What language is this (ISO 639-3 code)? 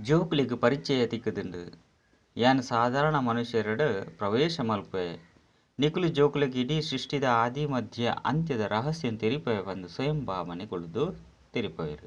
tcy